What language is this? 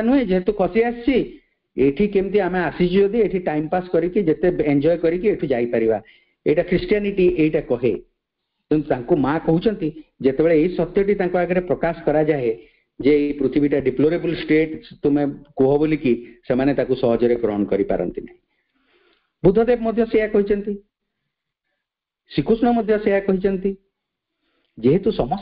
Odia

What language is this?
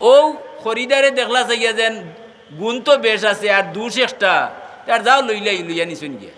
Sylheti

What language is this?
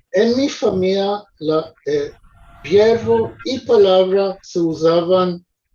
Ladino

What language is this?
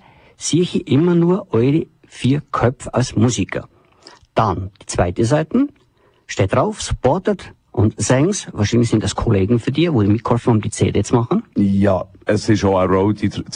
German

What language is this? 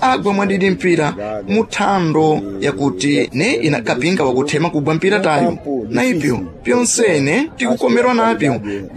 Sena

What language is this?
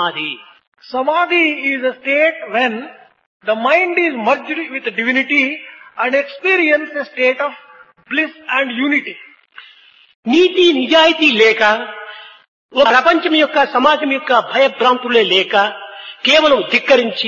Telugu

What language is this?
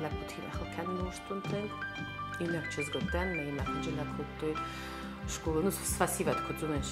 Ossetic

